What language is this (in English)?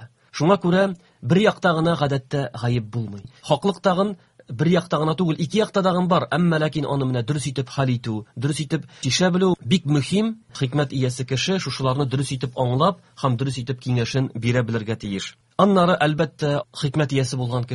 Tatar